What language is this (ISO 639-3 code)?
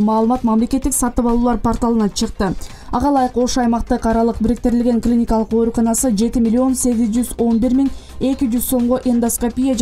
kir